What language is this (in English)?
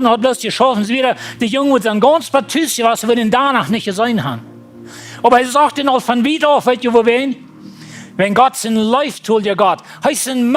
Plautdietsch